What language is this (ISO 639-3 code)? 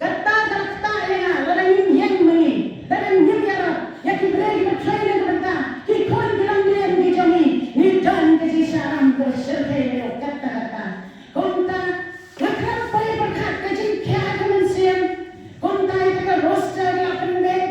kha